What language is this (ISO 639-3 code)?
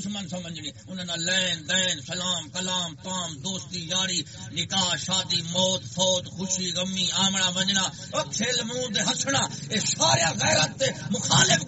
skr